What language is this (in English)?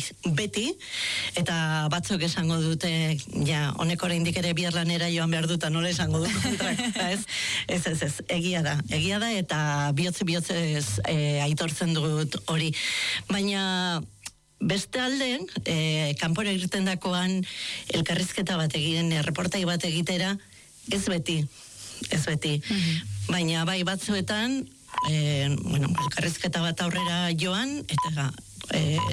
Basque